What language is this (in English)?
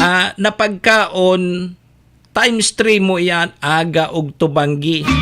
Bikol